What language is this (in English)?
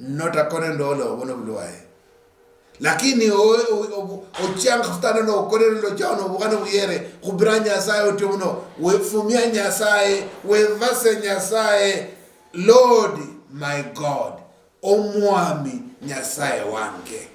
Luyia